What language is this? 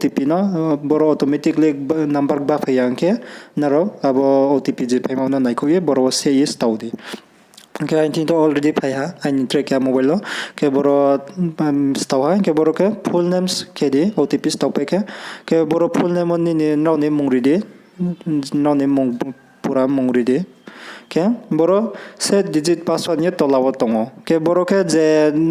Riang (India)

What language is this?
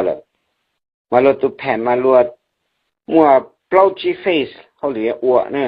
Hmong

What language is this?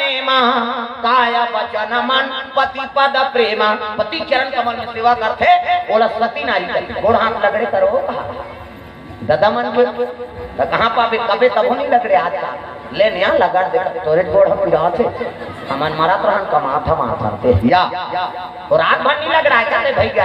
Chhattisgarhi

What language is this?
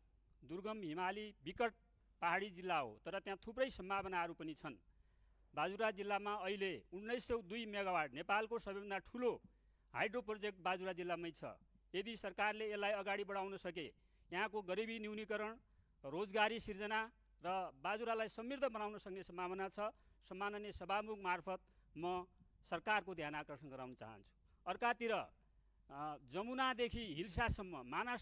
Nepali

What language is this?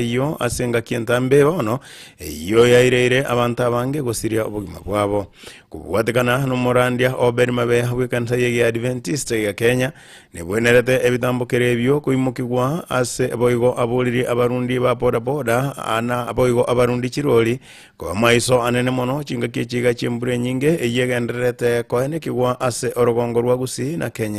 Gusii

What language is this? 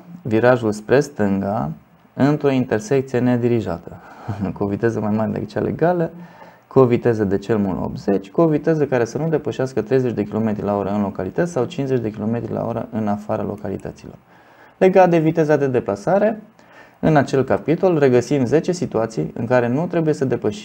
Romanian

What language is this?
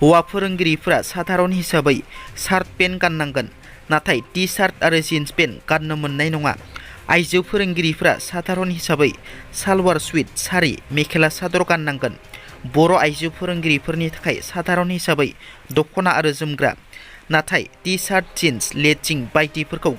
Bodo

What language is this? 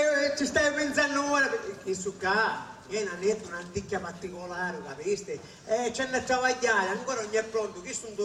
Sicilian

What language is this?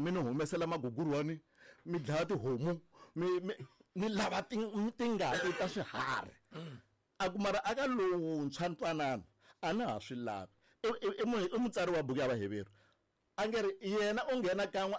Tsonga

